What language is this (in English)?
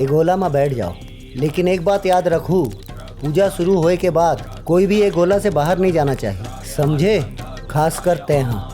Chhattisgarhi